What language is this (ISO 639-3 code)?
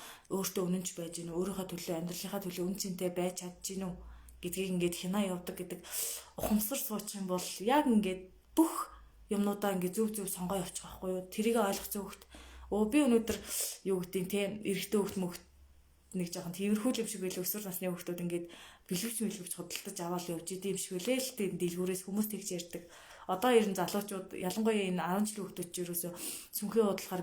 mon